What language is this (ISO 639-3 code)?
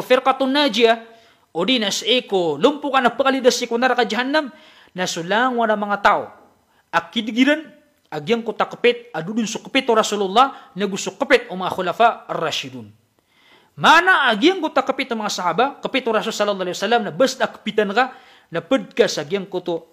mrw